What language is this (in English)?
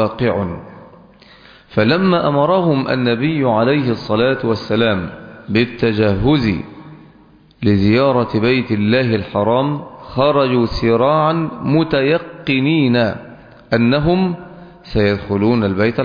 Arabic